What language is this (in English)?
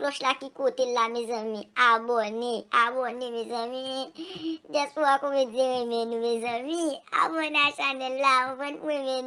Haitian Creole